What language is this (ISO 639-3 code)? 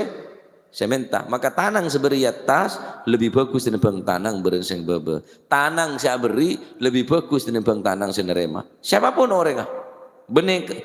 mad